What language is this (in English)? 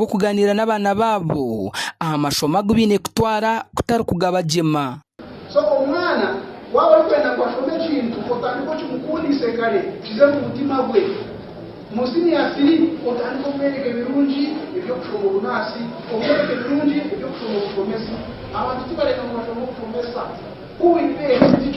Nyankole